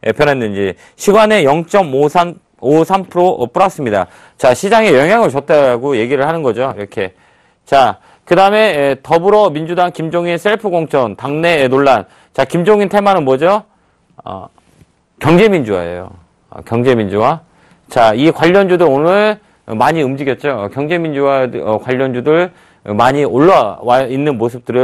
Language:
Korean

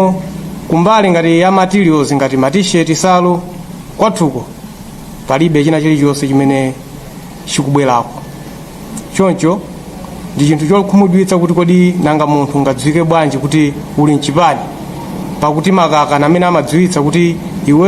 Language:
Nyanja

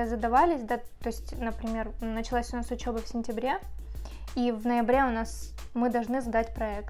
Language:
Russian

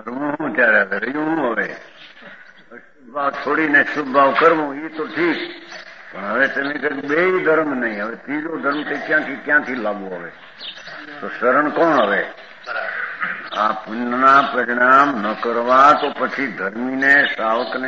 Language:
Gujarati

